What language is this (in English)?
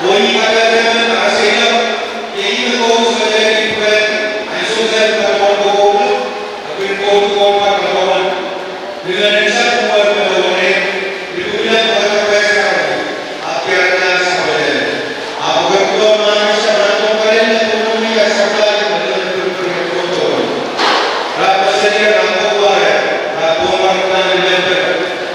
Pohnpeian